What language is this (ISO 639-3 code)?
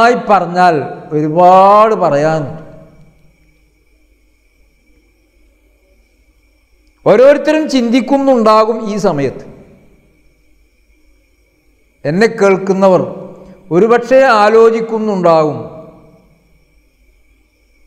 mal